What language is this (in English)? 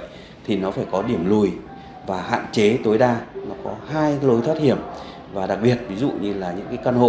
Vietnamese